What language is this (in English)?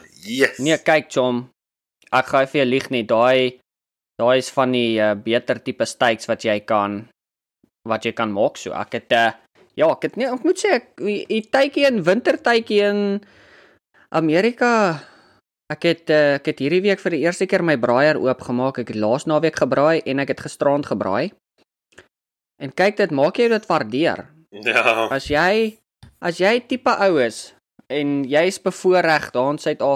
Afrikaans